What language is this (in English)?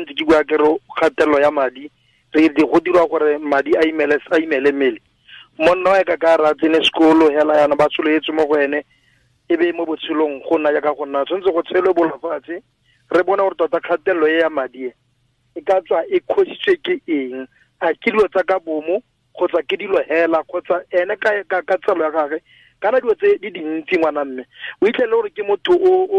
Tswana